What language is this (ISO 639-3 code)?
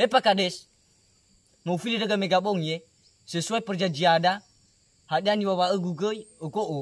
nia